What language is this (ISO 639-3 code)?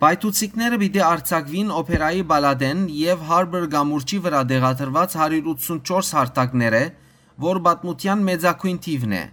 hyw